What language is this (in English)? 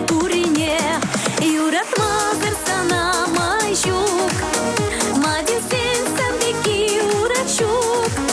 Chuvash